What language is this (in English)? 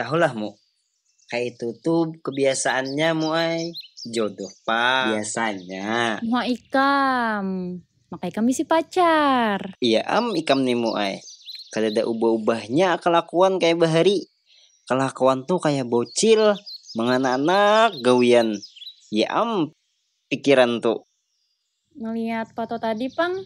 Banjar